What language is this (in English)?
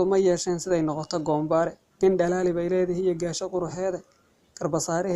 Somali